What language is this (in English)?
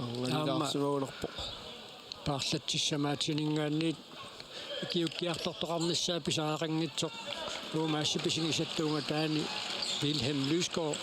Kalaallisut